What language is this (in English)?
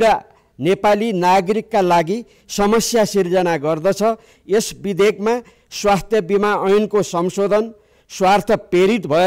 Nepali